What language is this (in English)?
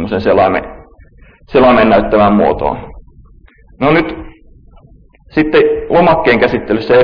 Finnish